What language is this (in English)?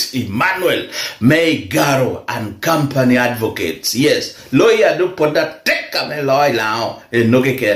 Lango (Uganda)